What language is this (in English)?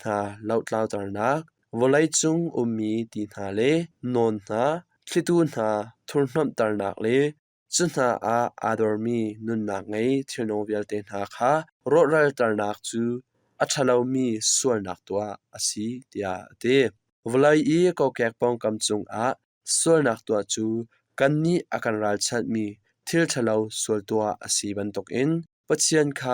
Hakha Chin